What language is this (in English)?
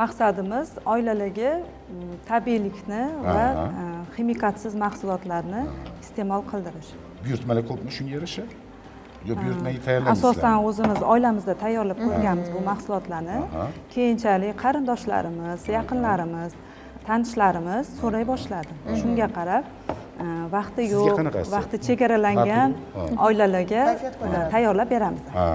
Uzbek